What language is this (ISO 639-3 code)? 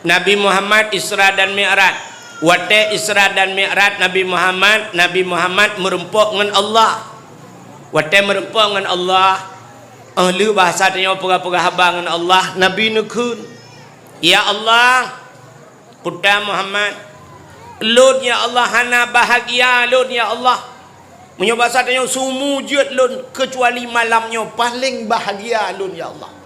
ace